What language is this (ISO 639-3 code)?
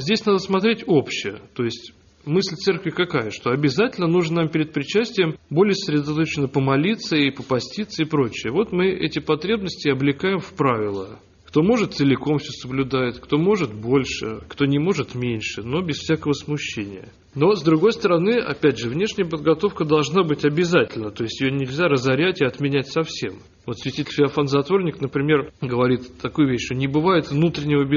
rus